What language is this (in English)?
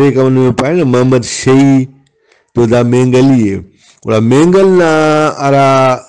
Brahui